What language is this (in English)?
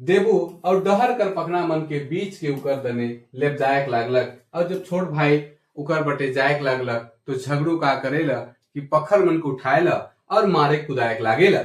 Sadri